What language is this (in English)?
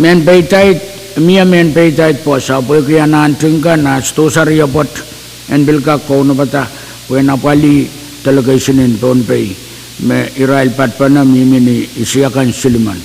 Pohnpeian